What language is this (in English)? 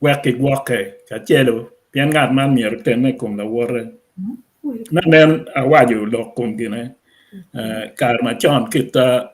Acoli